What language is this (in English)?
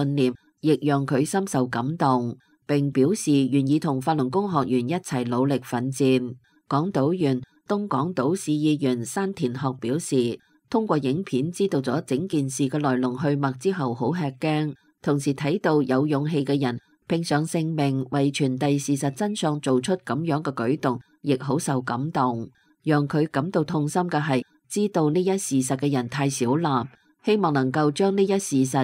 Cantonese